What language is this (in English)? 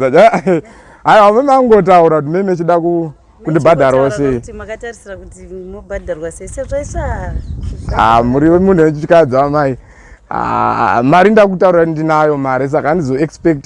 Shona